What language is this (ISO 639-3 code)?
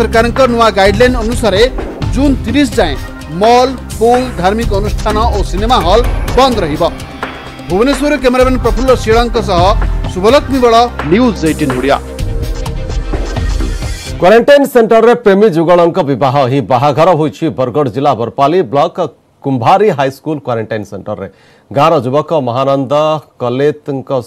ori